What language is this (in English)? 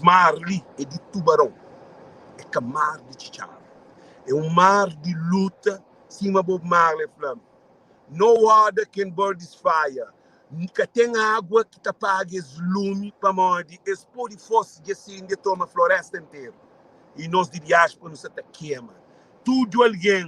Kabuverdianu